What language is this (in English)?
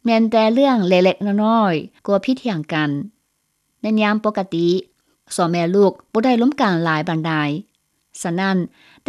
Lao